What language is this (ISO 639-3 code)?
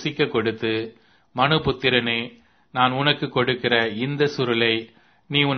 tam